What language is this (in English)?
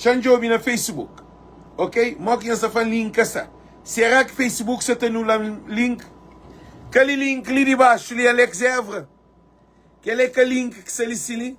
Kabuverdianu